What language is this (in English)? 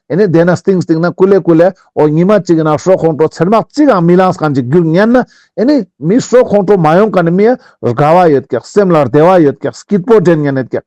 Ladakhi